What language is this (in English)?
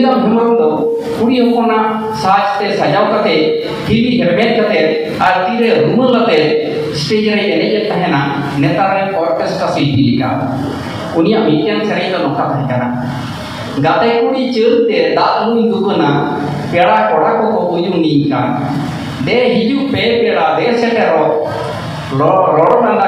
Santali